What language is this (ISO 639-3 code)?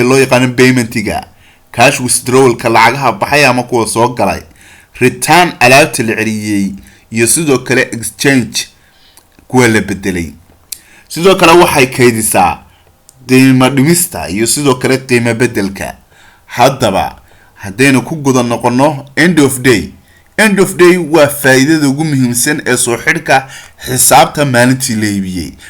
som